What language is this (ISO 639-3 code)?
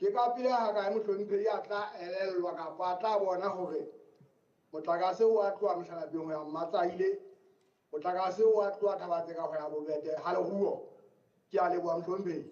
sot